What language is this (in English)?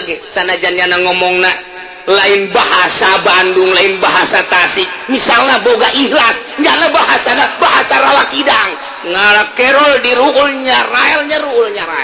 Sundanese